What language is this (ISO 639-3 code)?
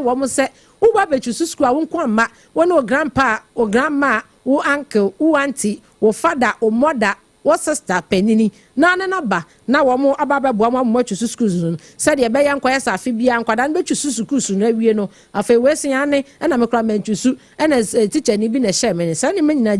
aka